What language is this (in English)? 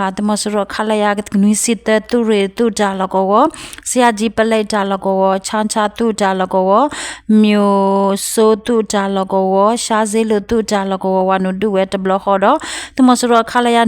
S'gaw Karen